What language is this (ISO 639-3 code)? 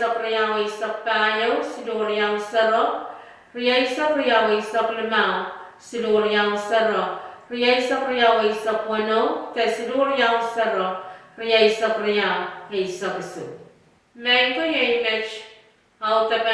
pon